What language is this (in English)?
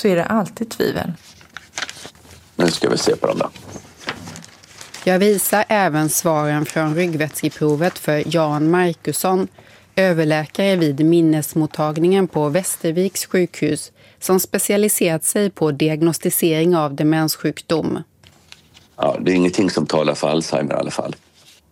Swedish